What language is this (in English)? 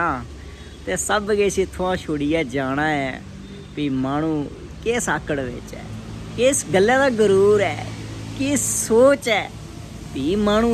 Dogri